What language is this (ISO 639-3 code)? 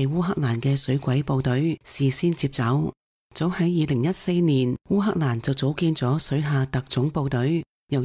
yue